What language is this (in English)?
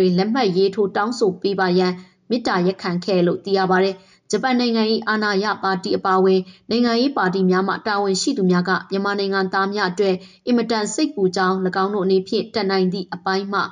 Burmese